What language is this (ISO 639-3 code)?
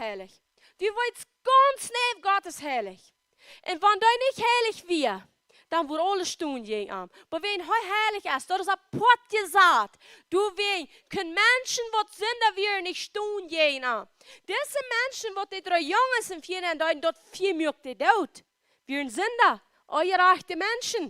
pdt